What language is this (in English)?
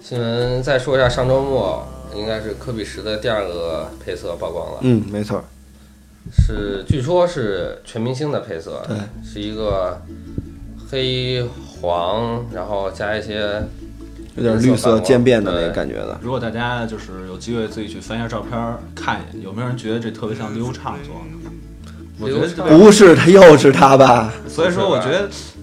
Chinese